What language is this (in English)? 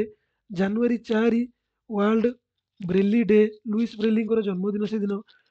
Odia